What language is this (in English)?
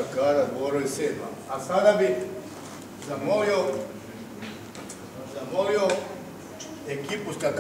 Croatian